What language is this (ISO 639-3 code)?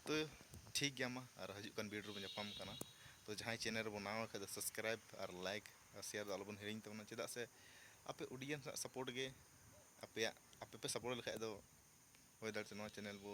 sat